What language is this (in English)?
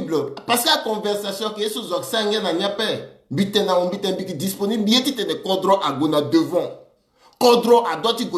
Sango